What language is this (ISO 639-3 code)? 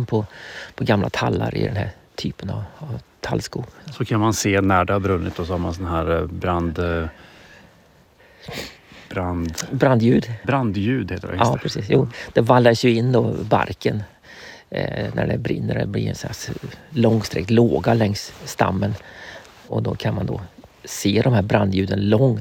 swe